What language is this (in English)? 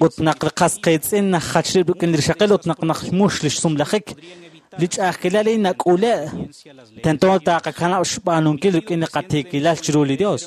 Kekchí